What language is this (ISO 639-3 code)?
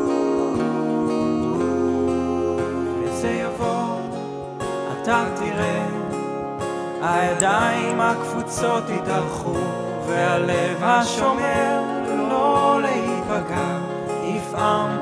heb